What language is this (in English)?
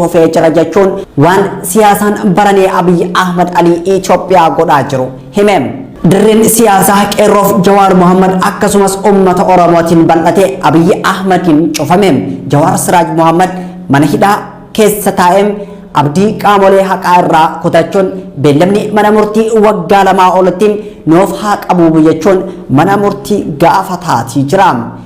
Oromo